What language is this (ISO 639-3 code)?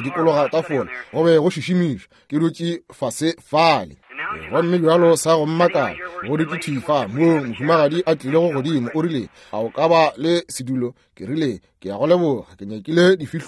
nso